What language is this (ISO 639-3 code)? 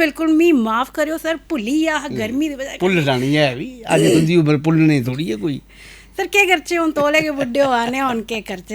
doi